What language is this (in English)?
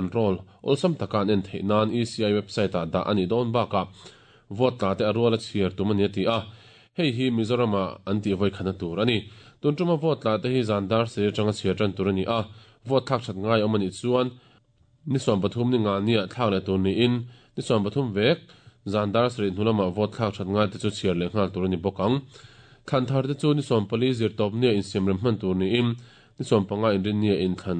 Mizo